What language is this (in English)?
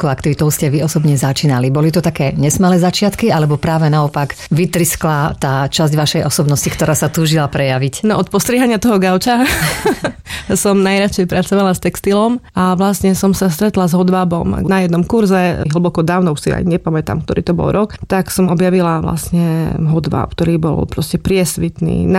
Slovak